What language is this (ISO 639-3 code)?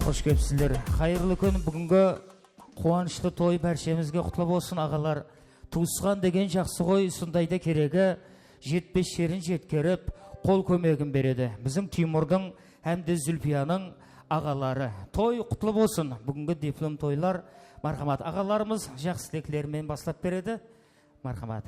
kaa